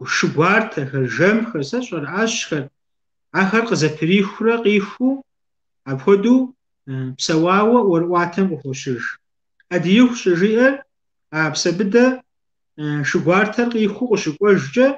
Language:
Kabardian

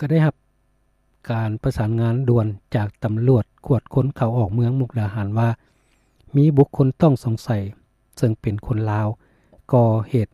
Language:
Lao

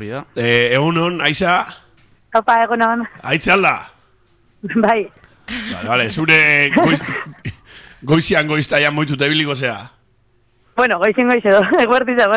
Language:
Basque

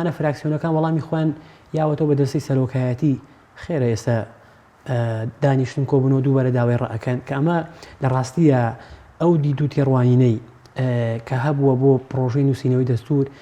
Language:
Central Kurdish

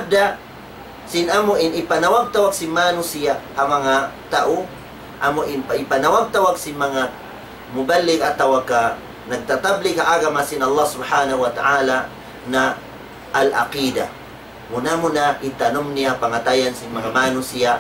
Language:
Tausug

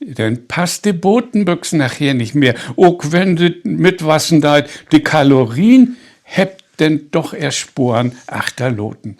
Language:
Low German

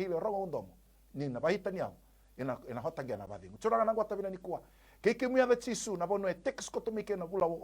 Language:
Fijian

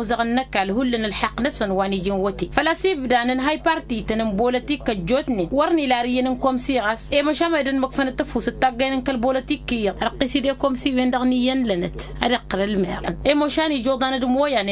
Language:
Tamasheq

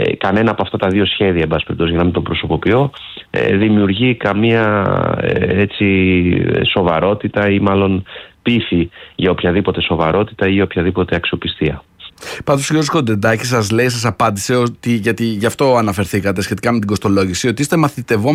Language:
Greek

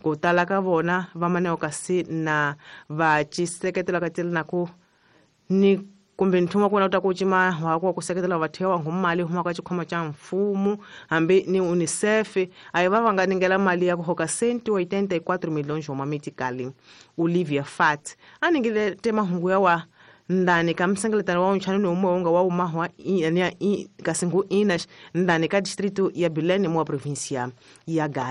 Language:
Tsonga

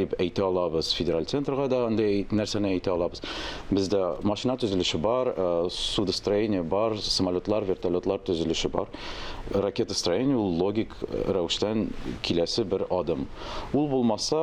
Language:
Tatar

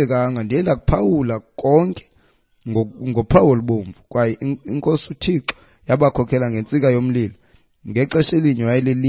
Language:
Xhosa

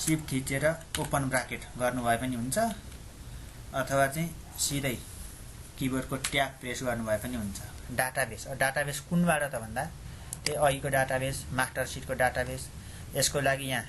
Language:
Nepali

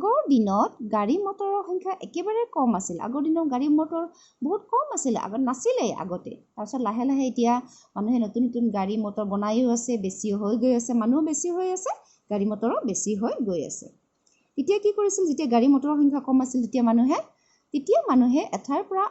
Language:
Assamese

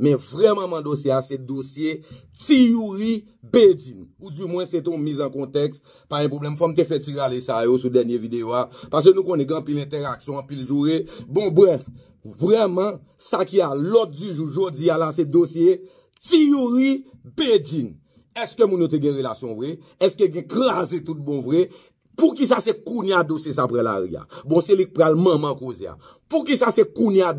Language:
Haitian Creole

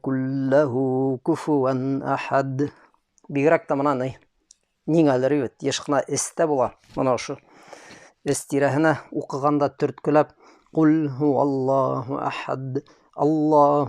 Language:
Bashkir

